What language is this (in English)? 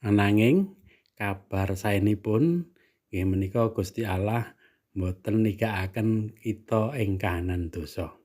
Javanese